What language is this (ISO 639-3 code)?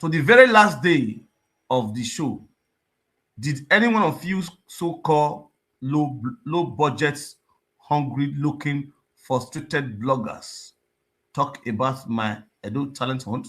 pcm